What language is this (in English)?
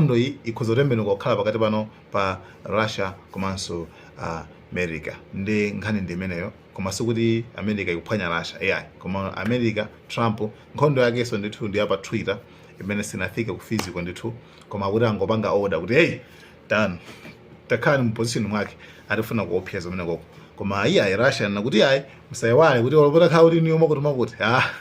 Nyanja